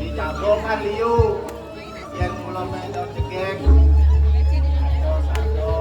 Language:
Balinese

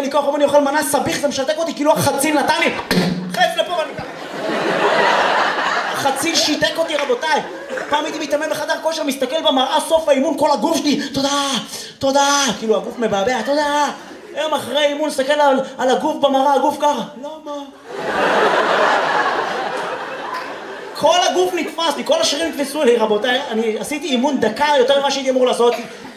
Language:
Hebrew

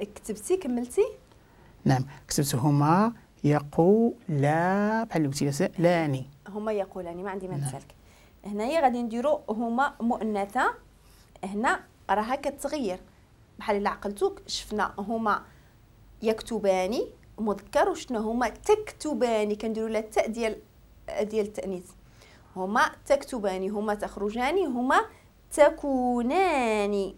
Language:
Moroccan Arabic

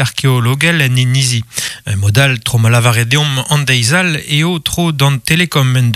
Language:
Breton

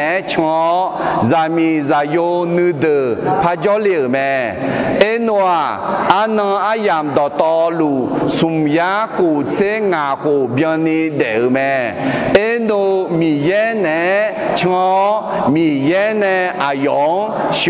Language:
Akha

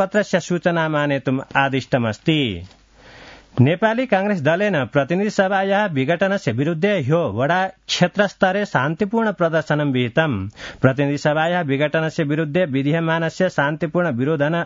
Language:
Sanskrit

